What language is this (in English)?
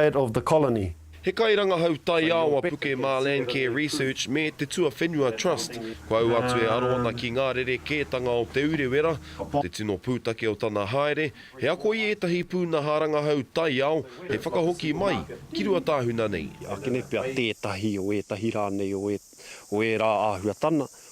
Māori